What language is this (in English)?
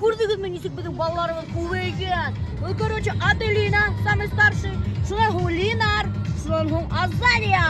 Bashkir